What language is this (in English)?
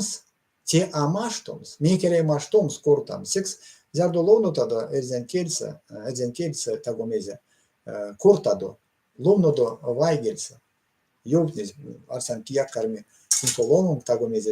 Erzya